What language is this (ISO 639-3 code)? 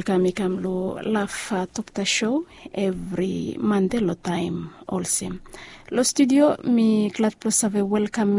bis